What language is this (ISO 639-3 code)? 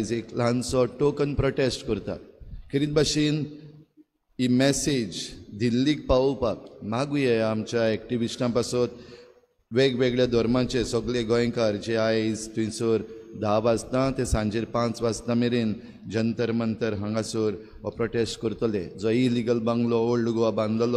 kok